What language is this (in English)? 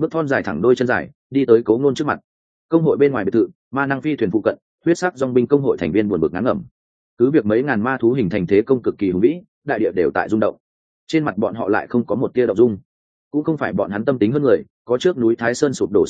Vietnamese